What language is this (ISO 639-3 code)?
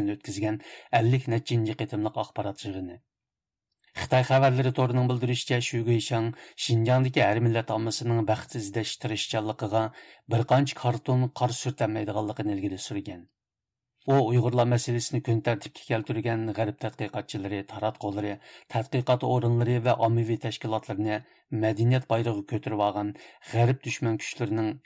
uig